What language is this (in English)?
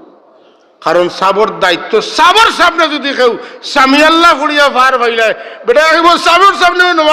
Sylheti